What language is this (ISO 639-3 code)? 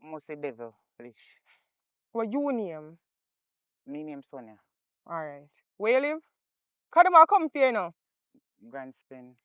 jam